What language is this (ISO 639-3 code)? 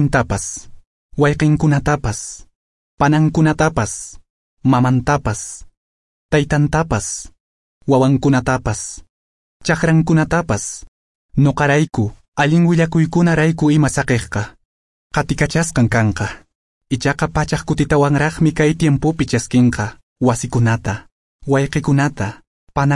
que